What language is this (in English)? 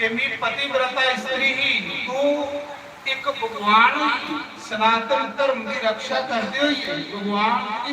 Dogri